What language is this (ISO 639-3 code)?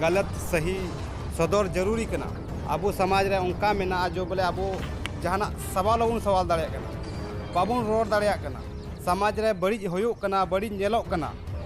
sat